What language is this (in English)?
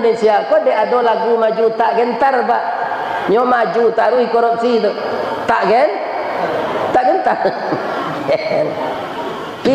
Minangkabau